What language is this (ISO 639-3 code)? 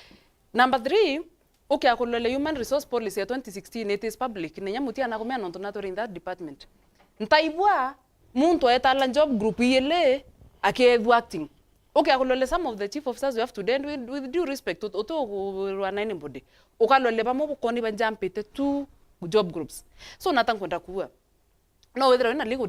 mer